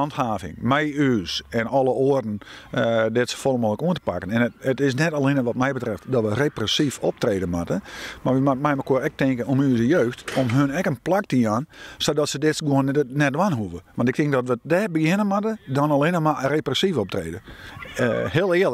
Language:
Western Frisian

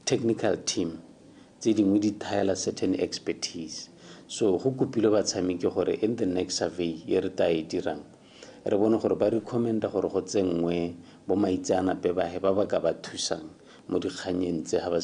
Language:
Tswana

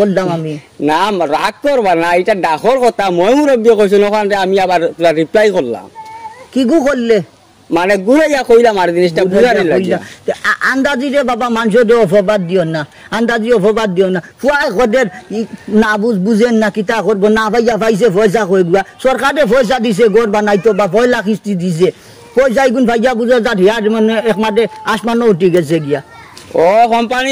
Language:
Sylheti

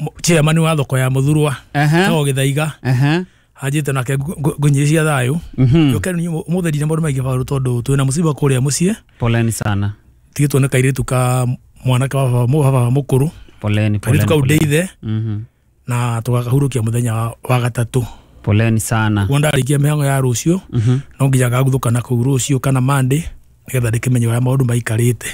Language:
Kikuyu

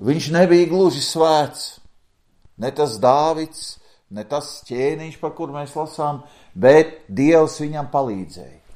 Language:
Latvian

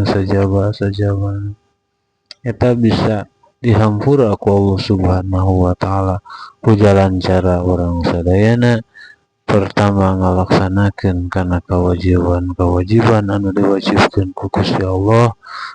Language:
Sundanese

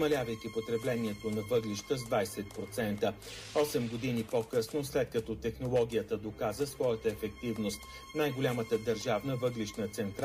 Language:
Bulgarian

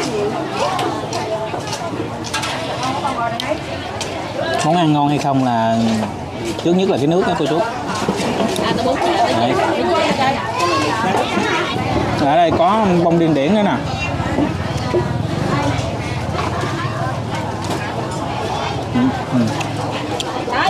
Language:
Vietnamese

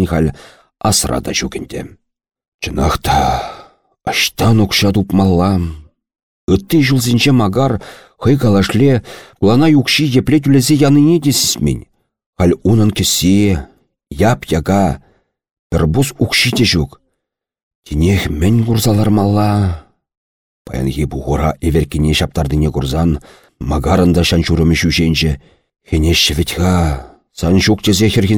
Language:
Chuvash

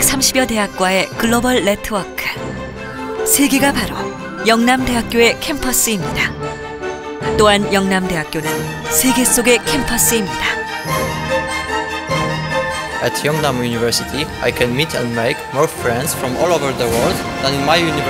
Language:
Korean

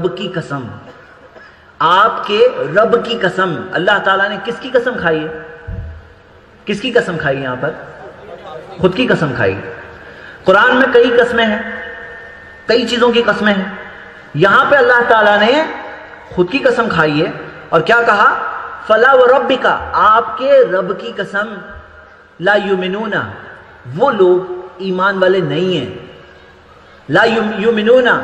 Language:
Urdu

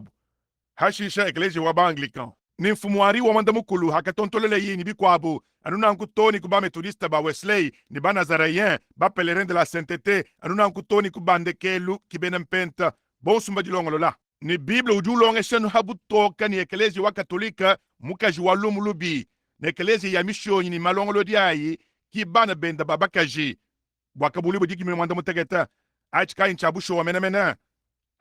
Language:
Luba-Lulua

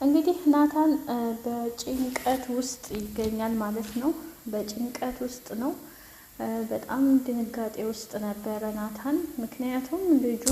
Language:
Amharic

